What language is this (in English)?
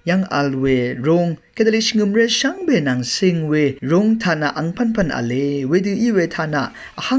Rawang